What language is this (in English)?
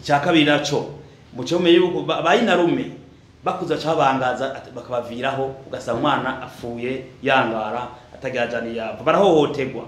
Rundi